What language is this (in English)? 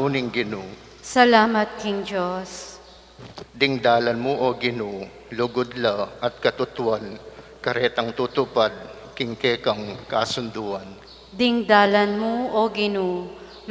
Pampanga